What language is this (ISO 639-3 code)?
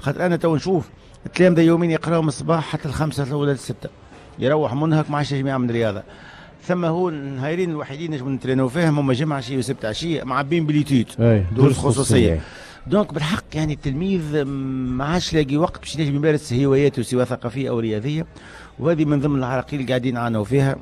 aeb